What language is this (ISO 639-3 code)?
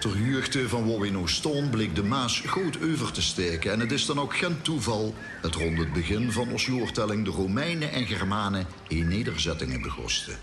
lim